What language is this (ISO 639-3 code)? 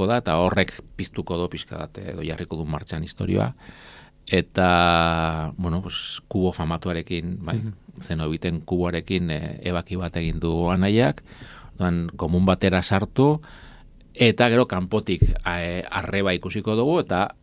eus